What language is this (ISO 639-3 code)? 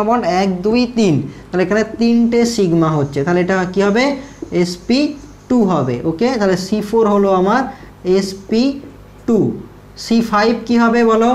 ben